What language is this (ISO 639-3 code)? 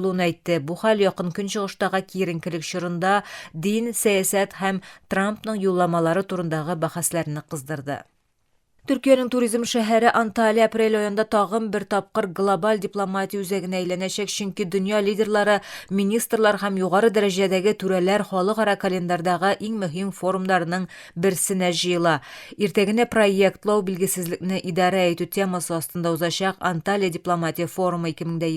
tat